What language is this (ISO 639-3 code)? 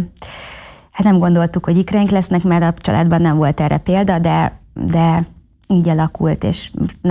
hun